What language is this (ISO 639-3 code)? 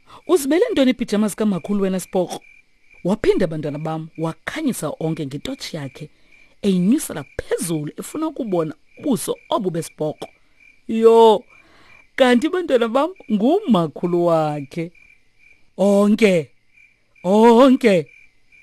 xho